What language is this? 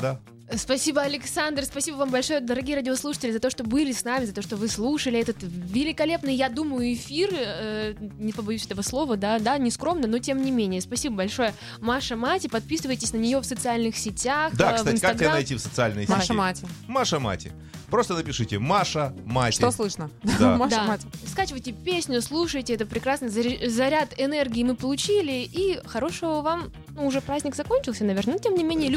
Russian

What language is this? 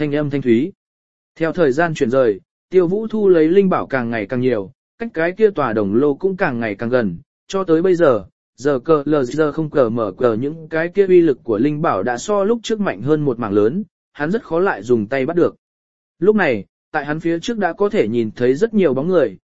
Vietnamese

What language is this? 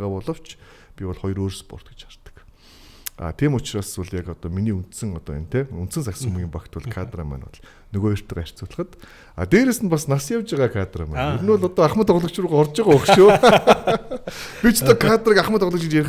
Mongolian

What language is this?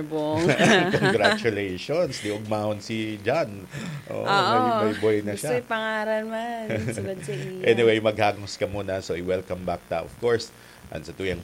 Bikol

